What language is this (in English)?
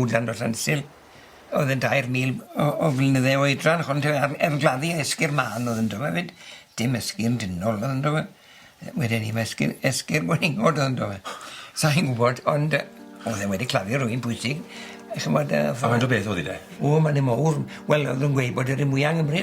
Welsh